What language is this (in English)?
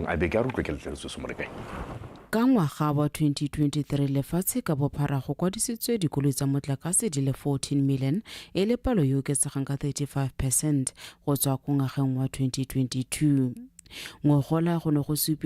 Tswana